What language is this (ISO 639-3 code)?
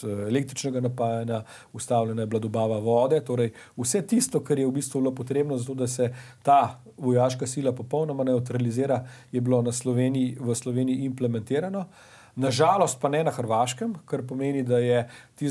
slv